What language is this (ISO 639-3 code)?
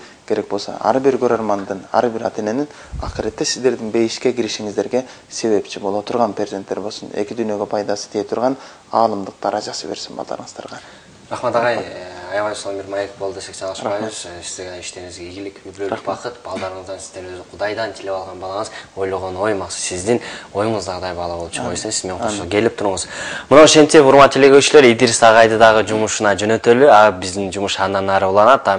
kir